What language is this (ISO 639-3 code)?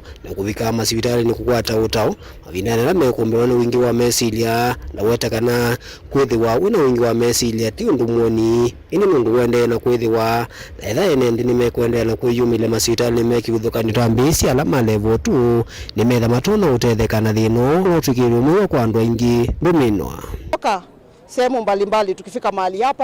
kam